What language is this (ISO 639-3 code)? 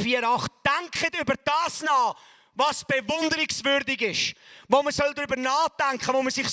gsw